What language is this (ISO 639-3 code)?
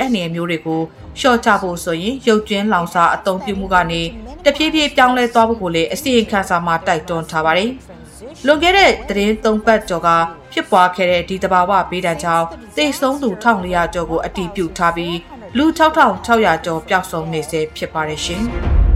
mya